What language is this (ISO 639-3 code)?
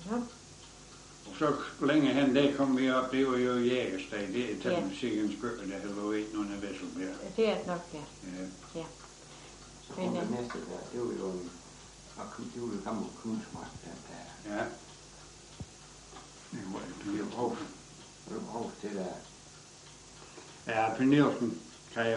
dan